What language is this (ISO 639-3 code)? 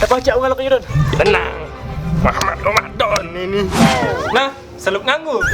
mui